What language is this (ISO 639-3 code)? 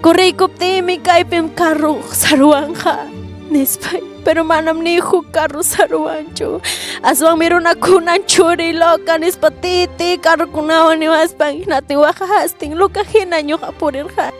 quy